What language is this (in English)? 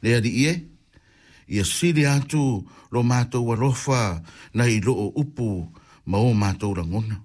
Samoan